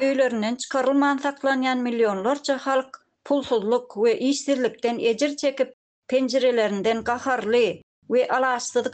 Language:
Turkmen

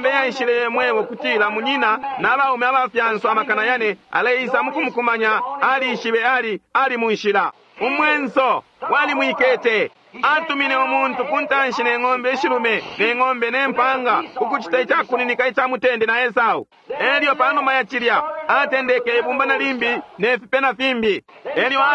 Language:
Bemba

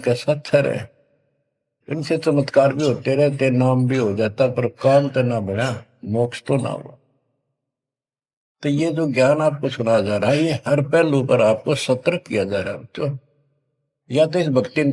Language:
Hindi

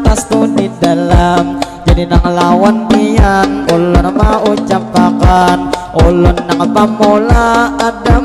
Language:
Banjar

